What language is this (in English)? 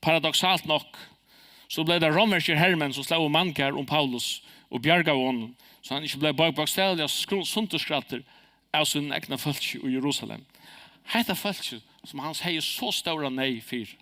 Faroese